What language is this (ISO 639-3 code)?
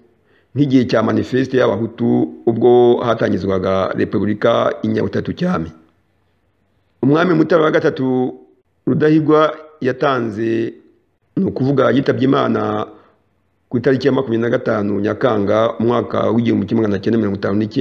kin